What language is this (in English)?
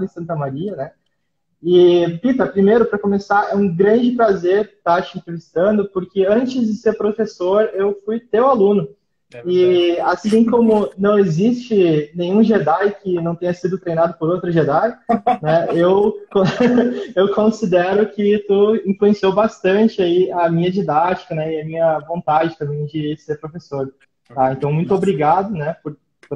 Portuguese